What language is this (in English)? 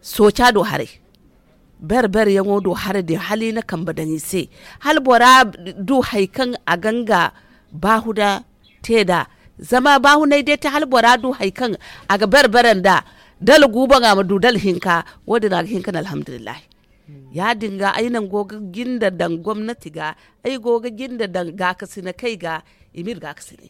Zarma